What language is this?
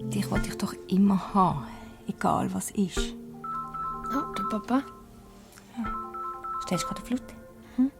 Swiss German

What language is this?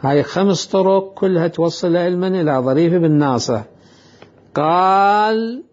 Mesopotamian Arabic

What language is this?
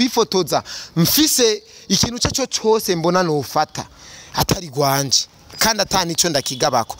Rundi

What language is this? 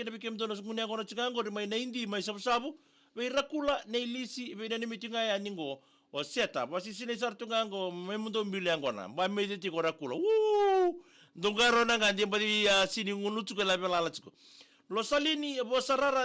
Fijian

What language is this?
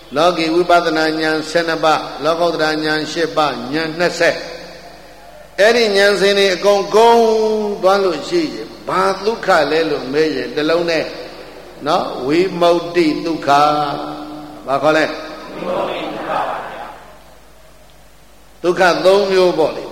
Burmese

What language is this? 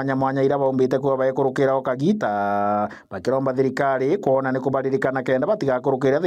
Meru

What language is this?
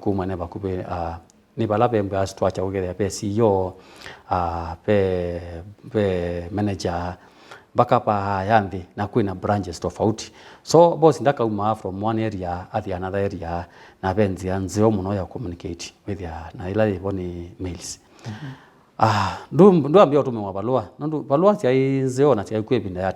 Kamba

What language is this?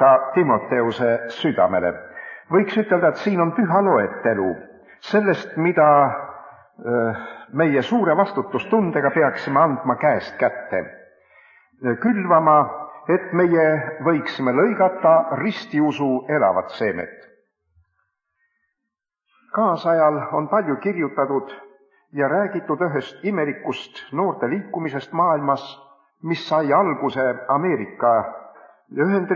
Estonian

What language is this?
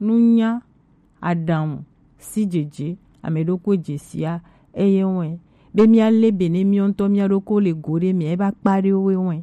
Gen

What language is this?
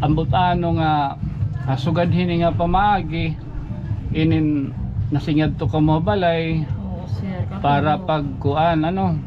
Waray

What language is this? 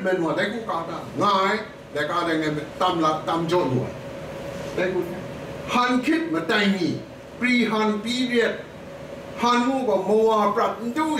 Kachin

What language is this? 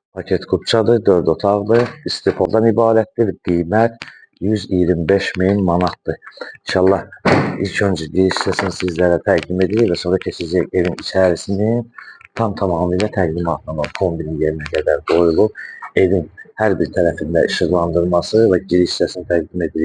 Azerbaijani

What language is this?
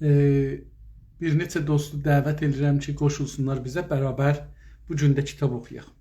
South Azerbaijani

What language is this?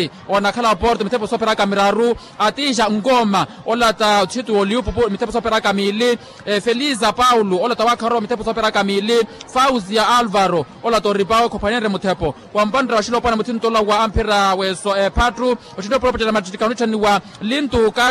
Makhuwa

